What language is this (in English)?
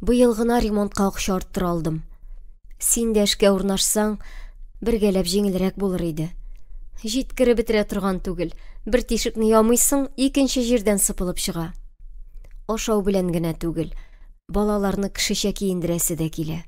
Tatar